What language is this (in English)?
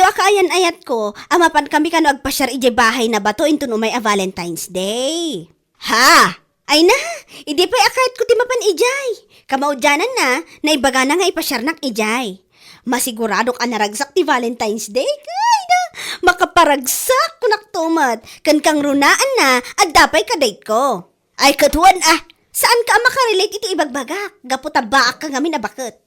Iloko